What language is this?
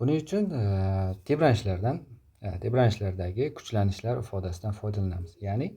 Uzbek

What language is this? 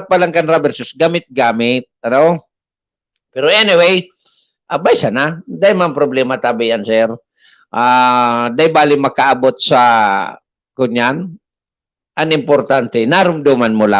Bikol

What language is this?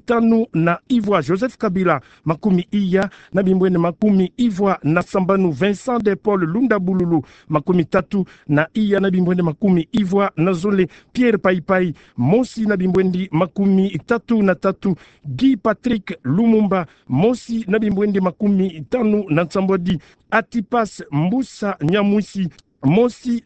Kituba (Democratic Republic of Congo)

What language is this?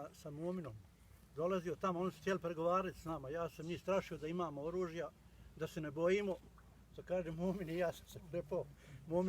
Bosnian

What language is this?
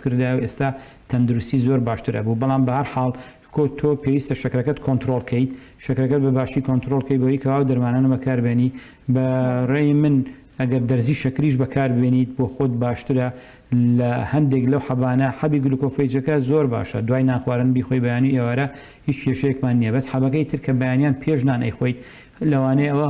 Central Kurdish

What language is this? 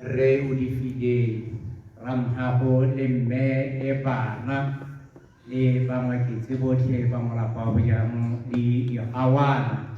Tswana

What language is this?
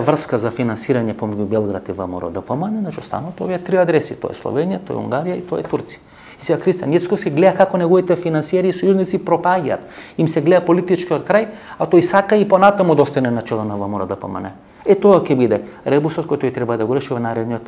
Macedonian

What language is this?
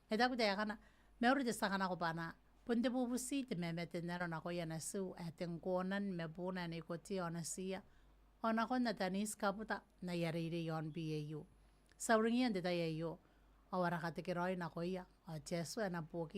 Gilbertese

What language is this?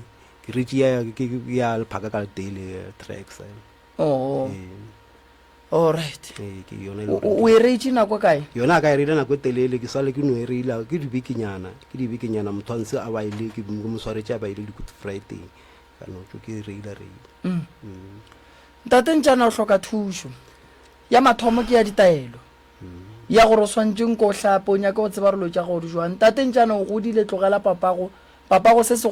Northern Sotho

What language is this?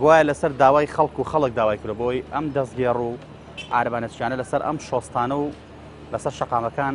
Central Kurdish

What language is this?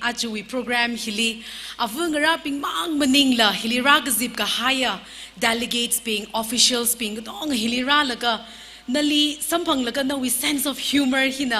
Tangkhul Naga (India)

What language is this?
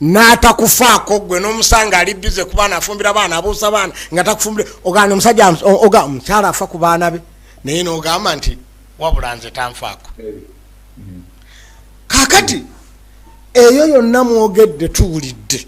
Ganda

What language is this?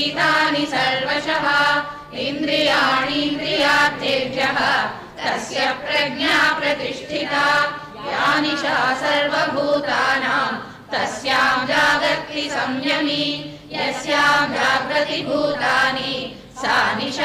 Sanskrit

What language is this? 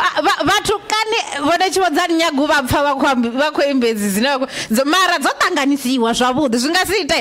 Venda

